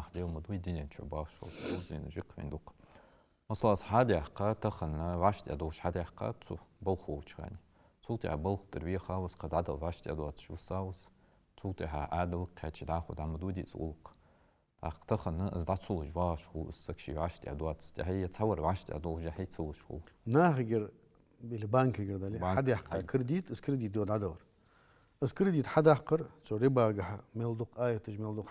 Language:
Ingush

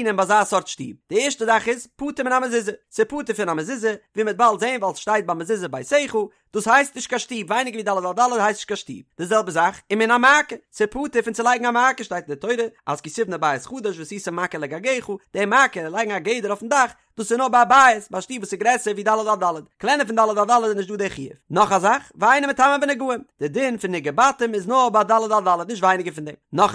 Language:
Yiddish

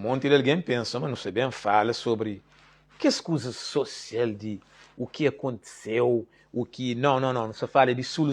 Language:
Kabuverdianu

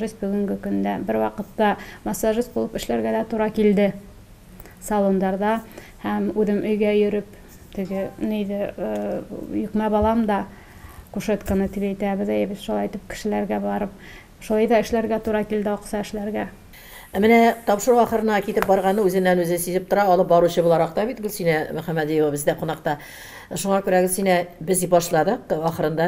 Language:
Tatar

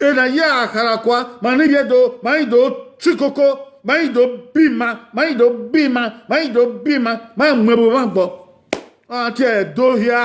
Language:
Bini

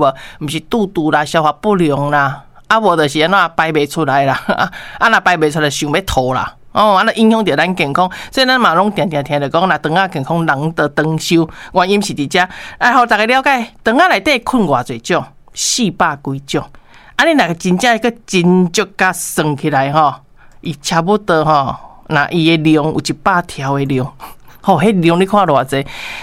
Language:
Min Nan Chinese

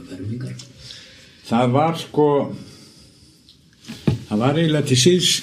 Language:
Icelandic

